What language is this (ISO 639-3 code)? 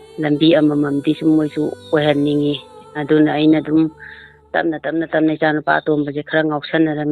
mni